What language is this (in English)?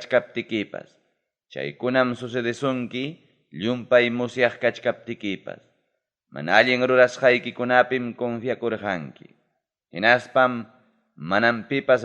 Ayacucho Quechua